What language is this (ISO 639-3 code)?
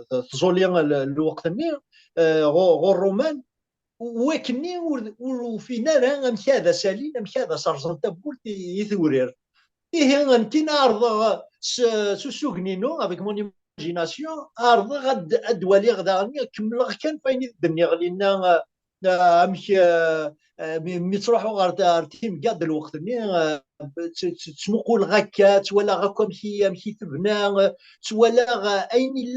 kab